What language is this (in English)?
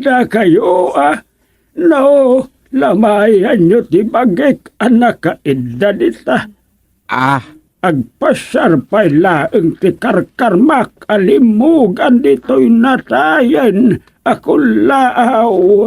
Iloko